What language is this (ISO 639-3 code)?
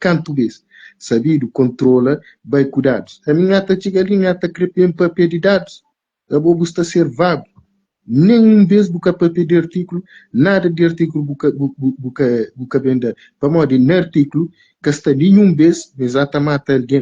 kea